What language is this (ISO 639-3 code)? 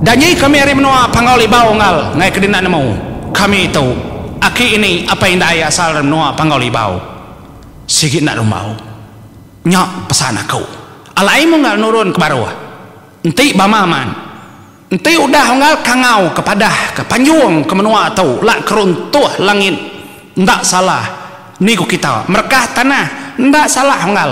iba